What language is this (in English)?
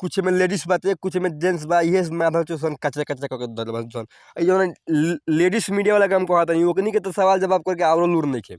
Bhojpuri